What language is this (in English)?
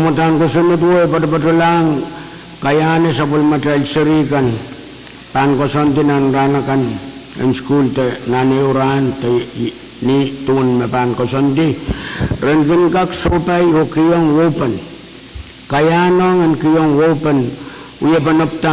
Pohnpeian